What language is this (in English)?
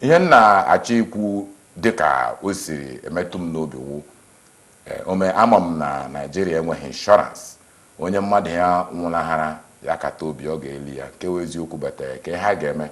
Igbo